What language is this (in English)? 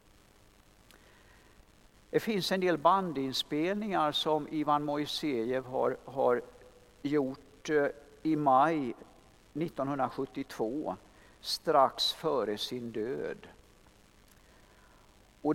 Swedish